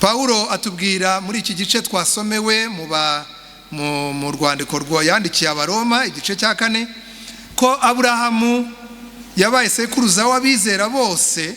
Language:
Kinyarwanda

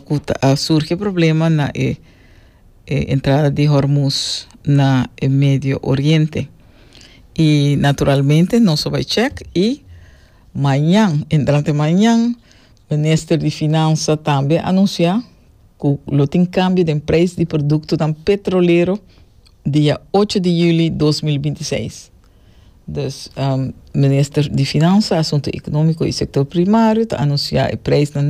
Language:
Papiamento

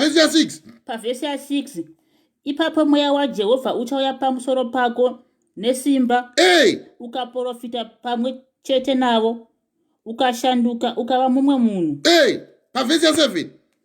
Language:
Shona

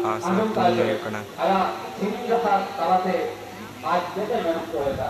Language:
Santali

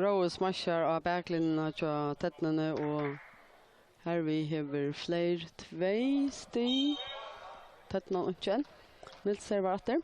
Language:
Faroese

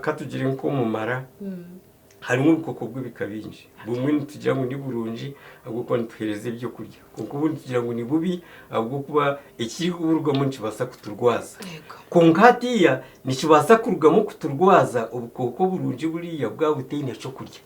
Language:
Nyankole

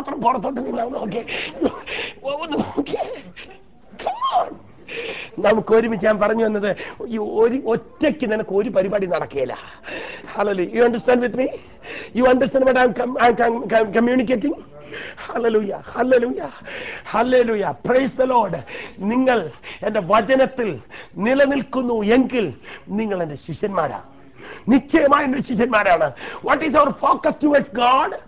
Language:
Malayalam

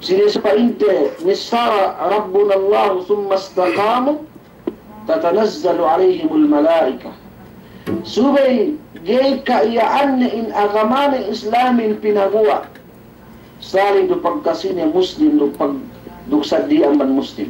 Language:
Yakan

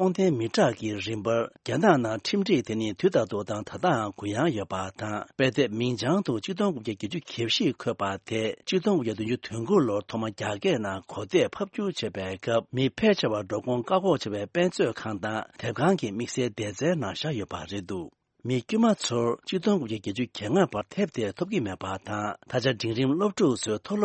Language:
Tibetan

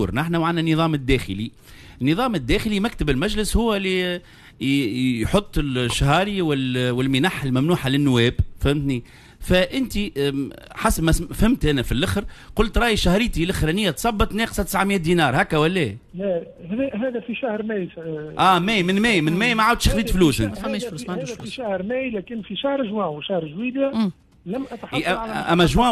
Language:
Tunisian Arabic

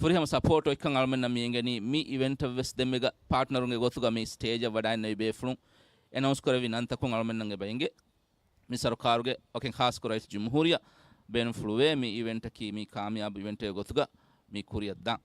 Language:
Divehi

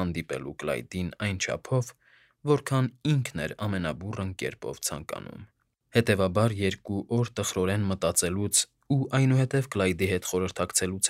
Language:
Armenian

